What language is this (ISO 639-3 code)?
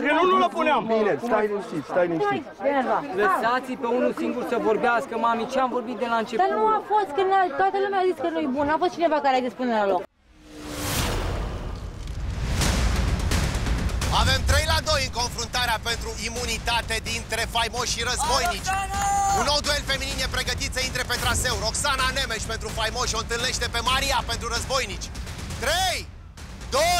ron